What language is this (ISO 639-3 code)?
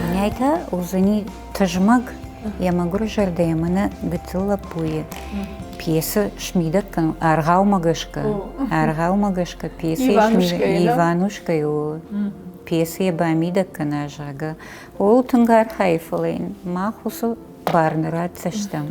oss